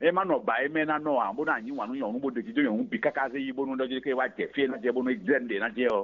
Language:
Fon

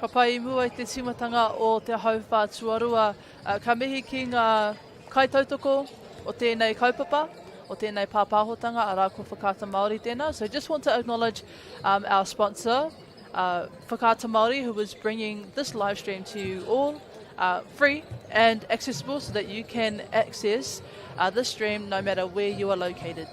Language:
Māori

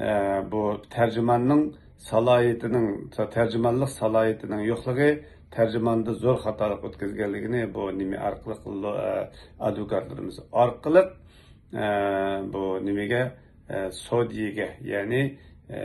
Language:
Uyghur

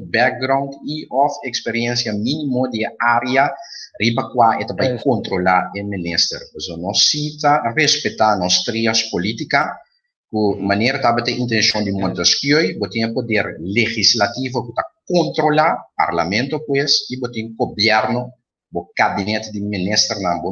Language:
Papiamento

